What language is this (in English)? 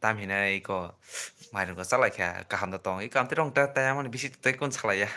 Kok Borok